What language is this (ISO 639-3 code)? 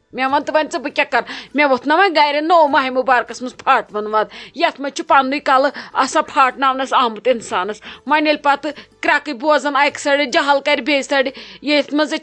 kas